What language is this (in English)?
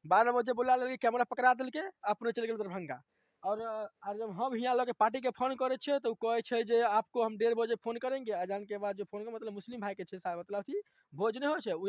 Maithili